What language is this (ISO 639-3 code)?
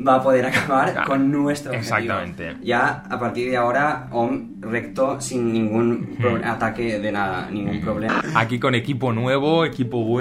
spa